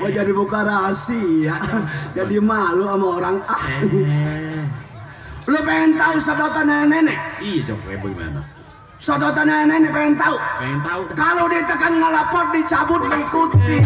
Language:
Betawi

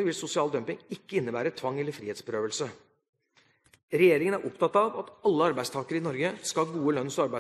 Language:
Norwegian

